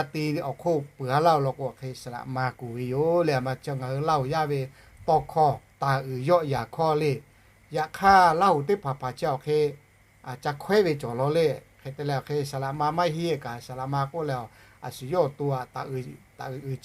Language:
Lahu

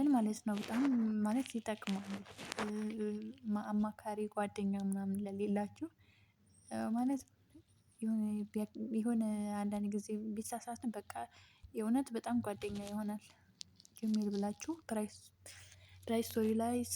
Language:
Amharic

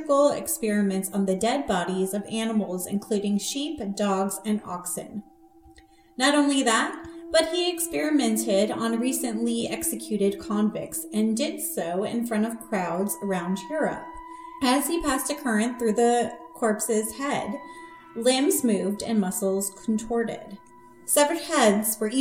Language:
English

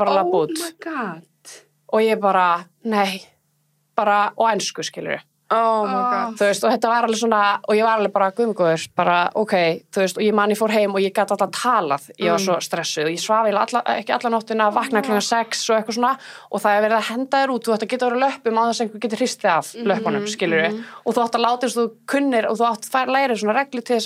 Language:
Icelandic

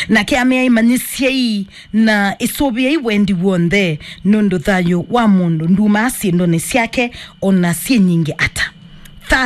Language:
Kamba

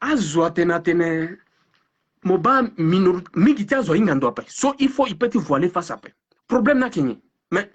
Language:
Sango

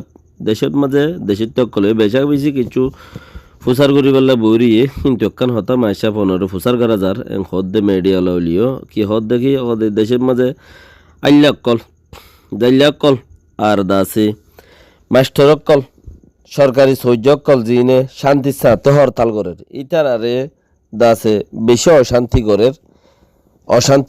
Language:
Rohingya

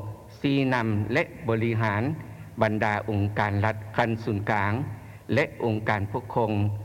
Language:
Lao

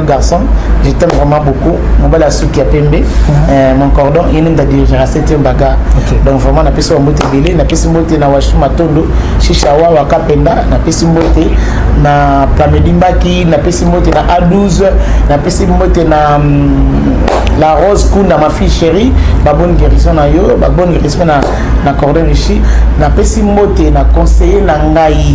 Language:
Lingala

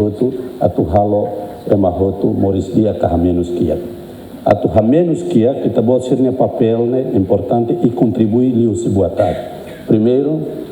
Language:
Tetum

